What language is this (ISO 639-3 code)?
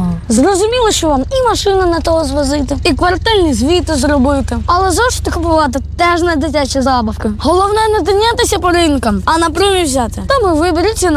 ukr